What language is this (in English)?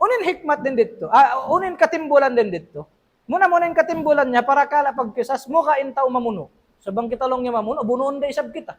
Tausug